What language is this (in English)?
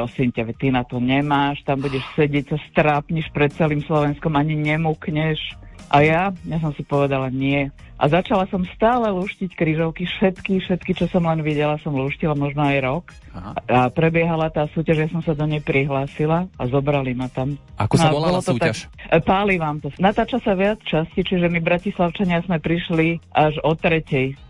Slovak